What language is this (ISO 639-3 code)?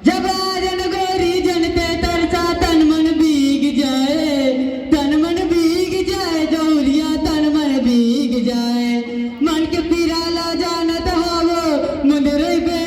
hne